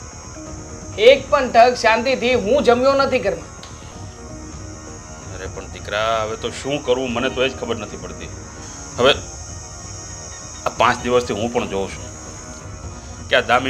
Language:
Gujarati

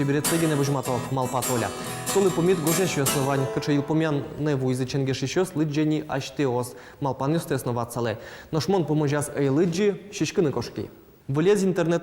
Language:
Udmurt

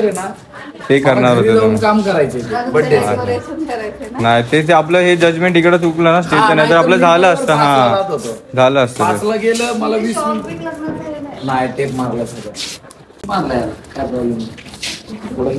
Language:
Marathi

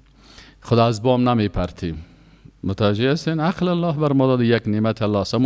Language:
Persian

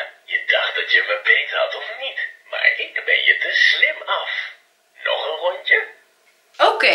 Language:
Dutch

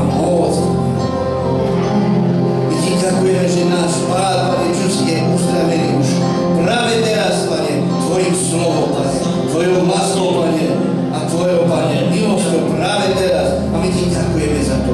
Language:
Slovak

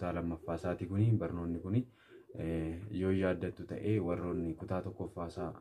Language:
Oromo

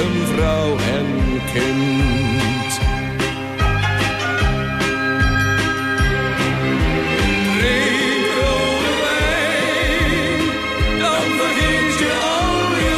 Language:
Dutch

